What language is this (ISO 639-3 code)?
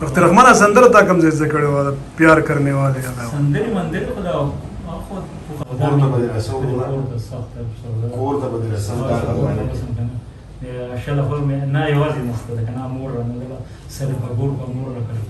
pus